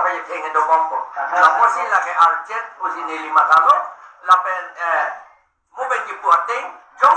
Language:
Karbi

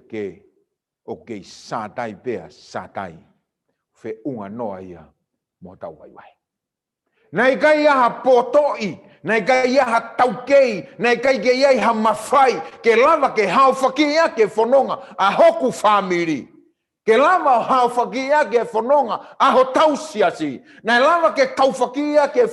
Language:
Tongan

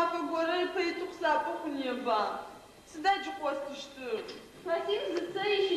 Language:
Adyghe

